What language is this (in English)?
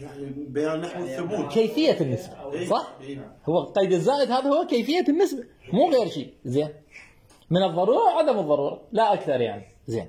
Mesopotamian Arabic